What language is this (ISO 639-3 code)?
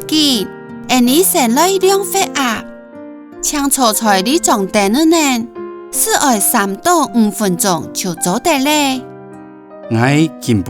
hak